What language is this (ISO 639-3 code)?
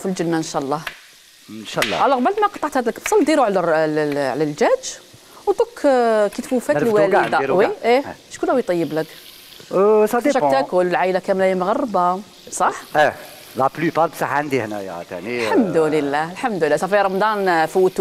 arq